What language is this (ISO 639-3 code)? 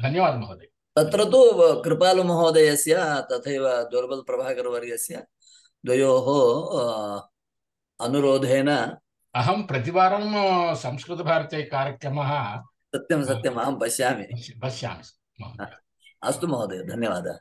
san